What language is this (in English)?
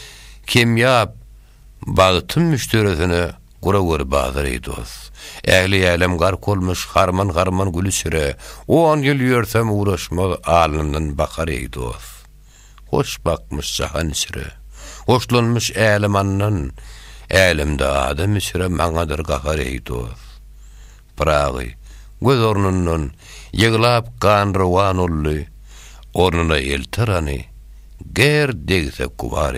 Turkmen